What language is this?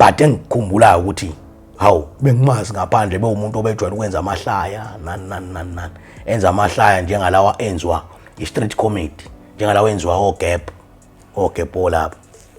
Zulu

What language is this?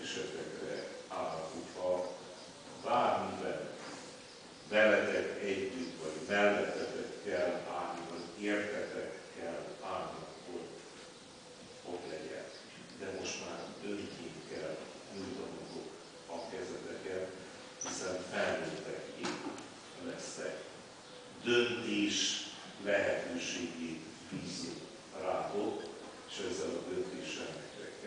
Hungarian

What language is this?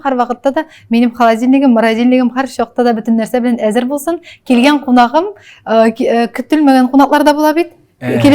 Tatar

